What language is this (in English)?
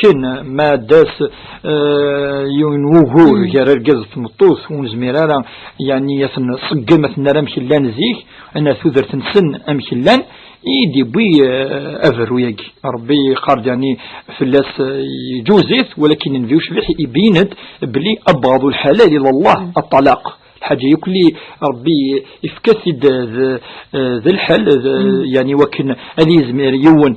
Kabyle